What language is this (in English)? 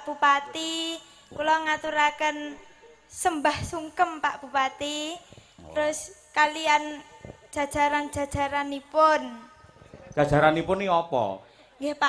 Javanese